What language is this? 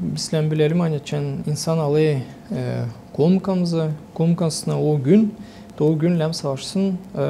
Gagauz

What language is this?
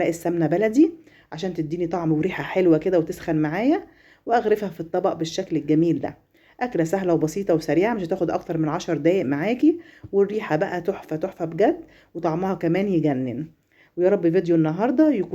Egyptian Arabic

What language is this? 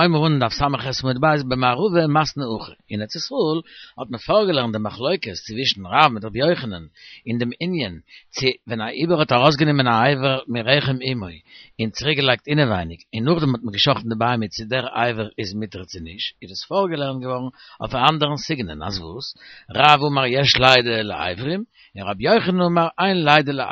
Yiddish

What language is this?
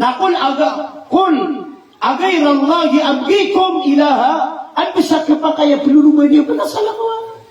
Maranao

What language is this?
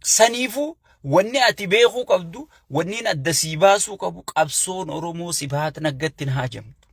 Oromo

